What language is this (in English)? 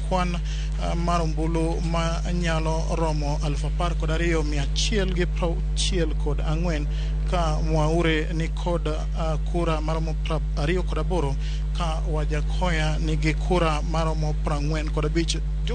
Luo (Kenya and Tanzania)